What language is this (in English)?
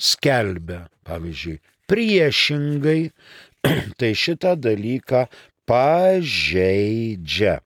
Lithuanian